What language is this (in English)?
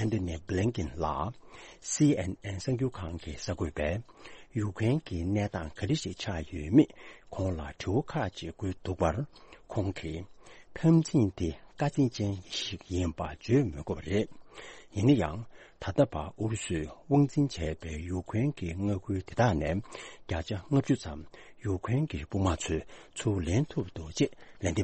Tibetan